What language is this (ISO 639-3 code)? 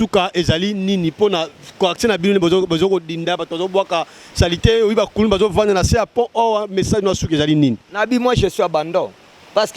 lin